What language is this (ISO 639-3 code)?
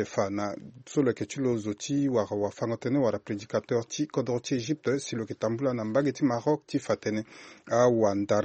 sag